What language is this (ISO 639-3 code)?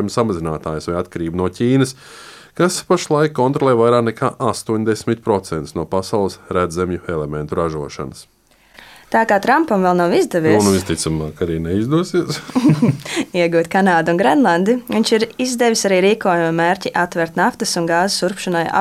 lav